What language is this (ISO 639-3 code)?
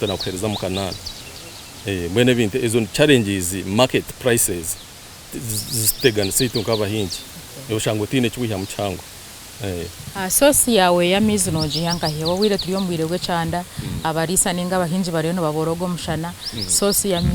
nyn